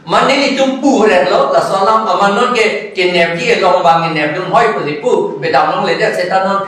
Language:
Karbi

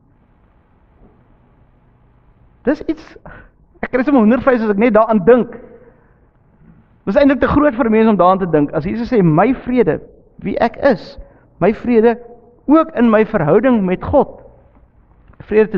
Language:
Afrikaans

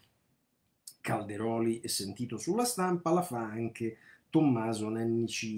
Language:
Italian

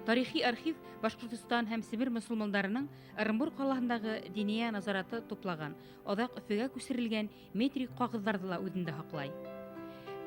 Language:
Bashkir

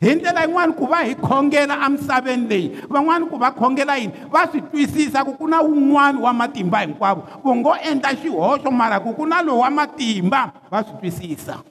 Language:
Tsonga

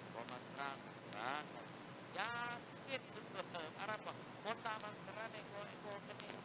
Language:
Madurese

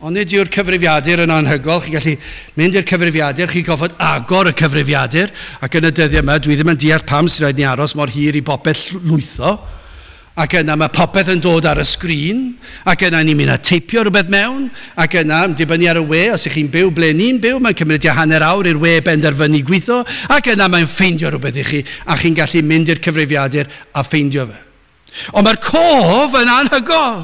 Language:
Welsh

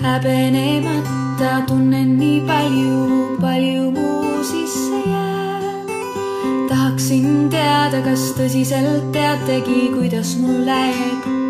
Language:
Estonian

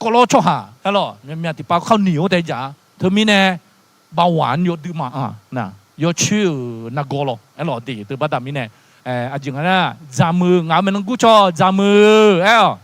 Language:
Akha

